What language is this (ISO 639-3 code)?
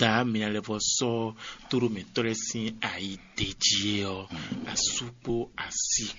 fon